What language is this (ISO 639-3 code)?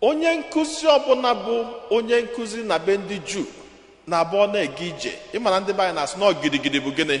ibo